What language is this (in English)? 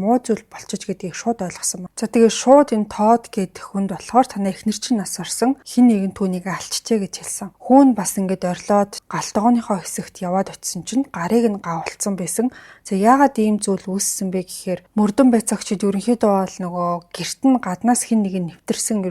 Mongolian